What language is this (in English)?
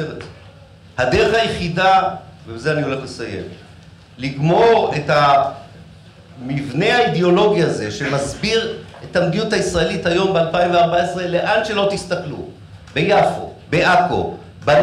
Hebrew